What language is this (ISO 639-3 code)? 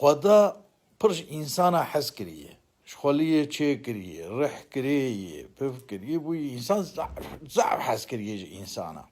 kur